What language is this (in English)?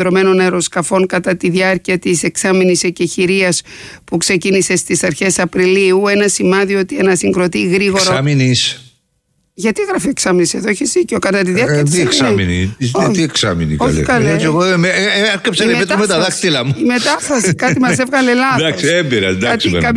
Greek